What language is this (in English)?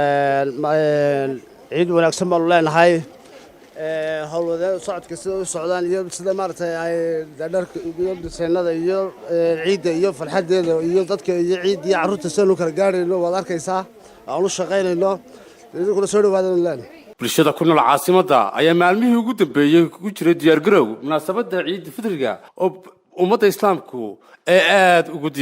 Somali